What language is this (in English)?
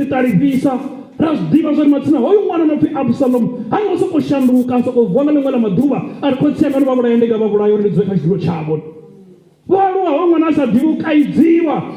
Venda